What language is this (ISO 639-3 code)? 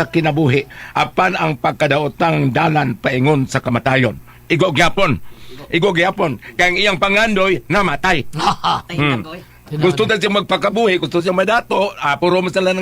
ceb